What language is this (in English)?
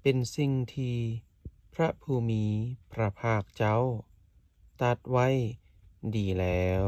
Lao